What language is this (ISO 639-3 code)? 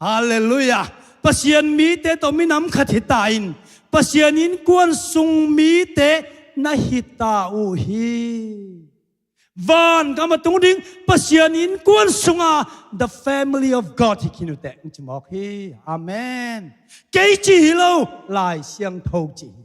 ctd